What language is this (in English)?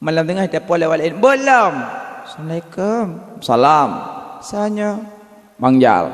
Achinese